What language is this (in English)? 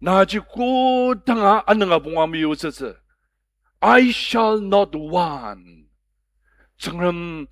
Ao Naga